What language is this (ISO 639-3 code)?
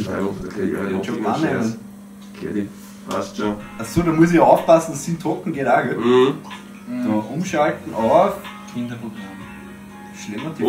bar